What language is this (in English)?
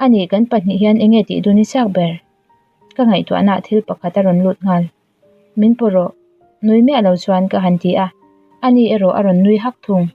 Mizo